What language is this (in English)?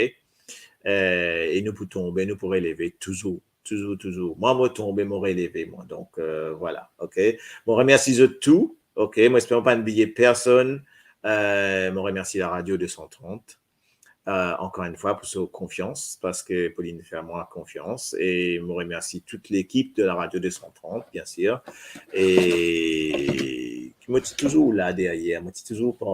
Morisyen